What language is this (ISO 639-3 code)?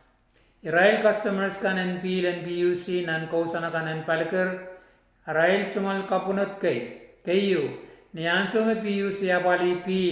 pon